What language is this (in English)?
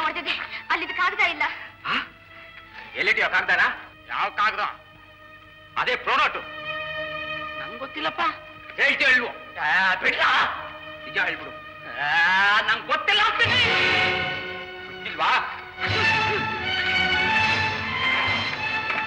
Kannada